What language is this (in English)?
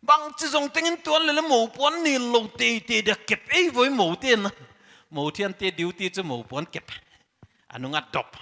Paite Chin